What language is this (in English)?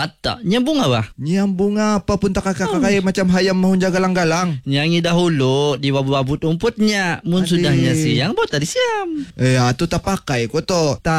Malay